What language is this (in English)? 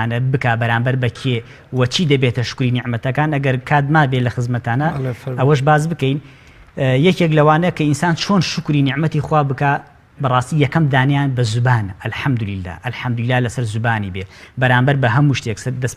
Central Kurdish